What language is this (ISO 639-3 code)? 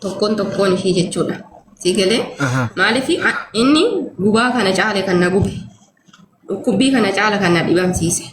orm